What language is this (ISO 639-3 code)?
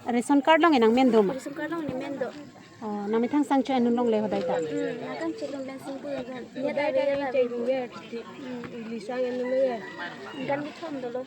mjw